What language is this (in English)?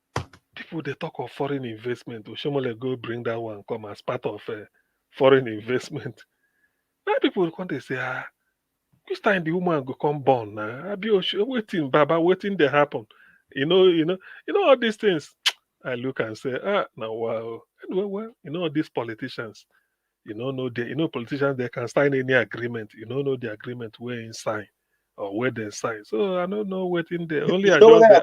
Nigerian Pidgin